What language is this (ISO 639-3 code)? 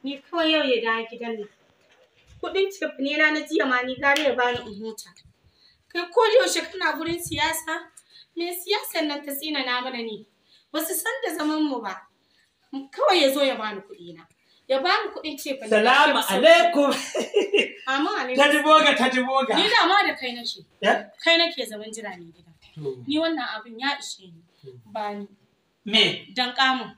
hau